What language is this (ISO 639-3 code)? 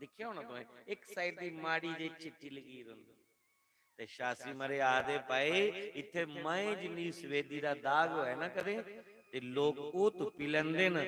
doi